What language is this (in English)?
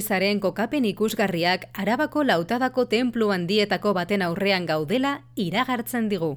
Basque